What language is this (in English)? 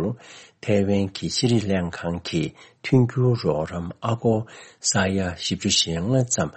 Tibetan